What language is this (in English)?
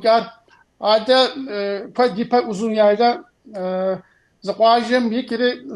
Kabardian